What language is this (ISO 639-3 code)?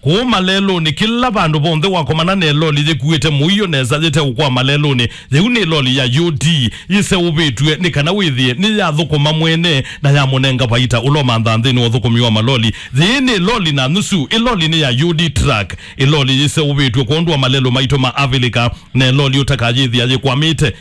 kam